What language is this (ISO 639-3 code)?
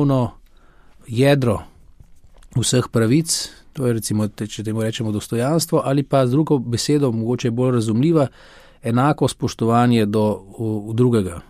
slv